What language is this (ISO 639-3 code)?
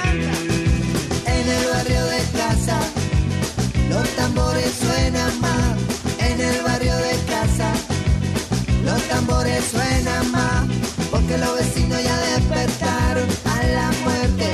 spa